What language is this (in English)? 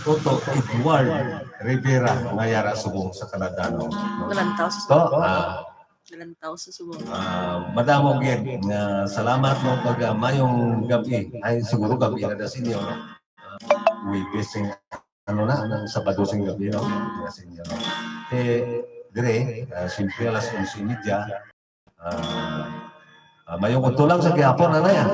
Hiligaynon